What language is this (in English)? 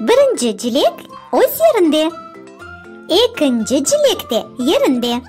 Crimean Tatar